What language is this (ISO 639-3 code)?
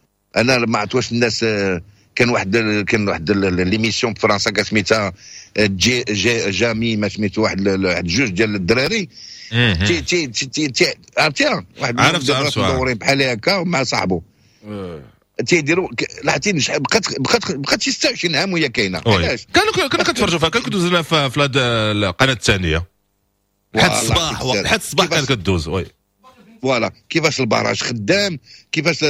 ary